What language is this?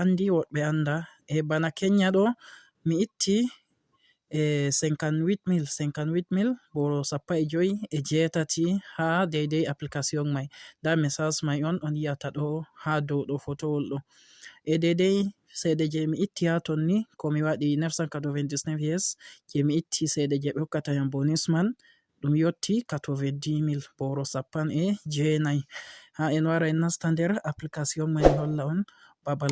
Fula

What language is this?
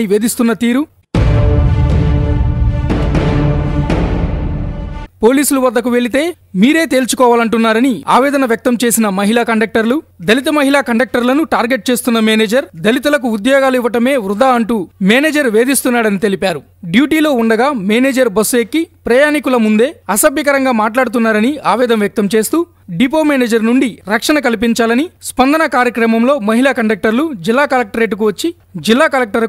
Telugu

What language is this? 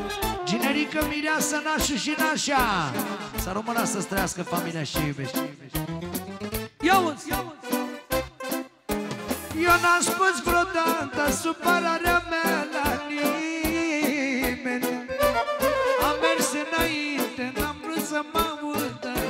Romanian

